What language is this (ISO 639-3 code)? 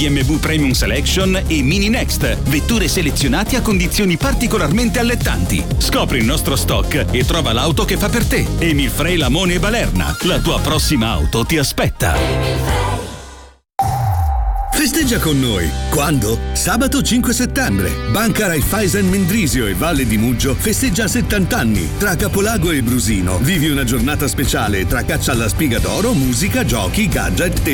ita